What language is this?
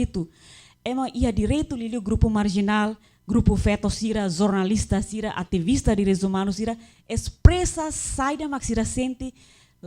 Tetum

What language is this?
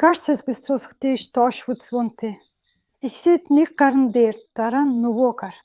Mongolian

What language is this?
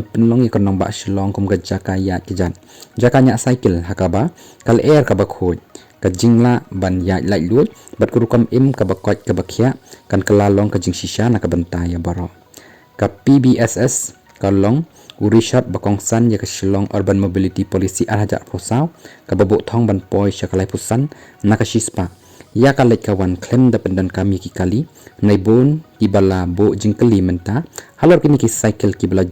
Khasi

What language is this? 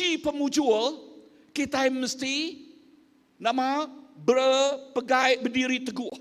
Iban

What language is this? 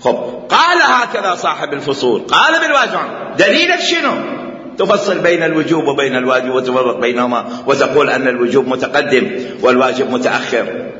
Mesopotamian Arabic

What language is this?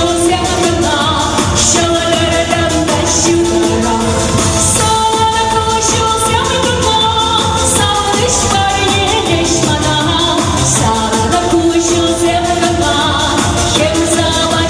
Chuvash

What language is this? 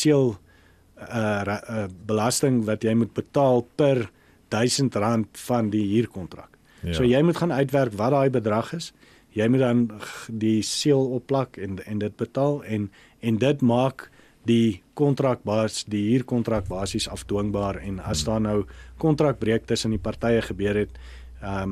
Afrikaans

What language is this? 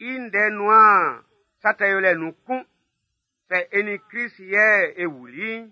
Baoulé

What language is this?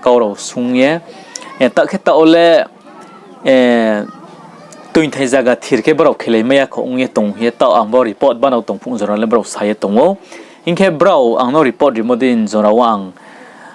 Riang (India)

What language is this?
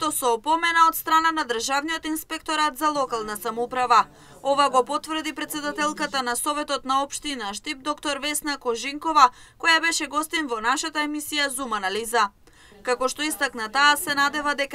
Macedonian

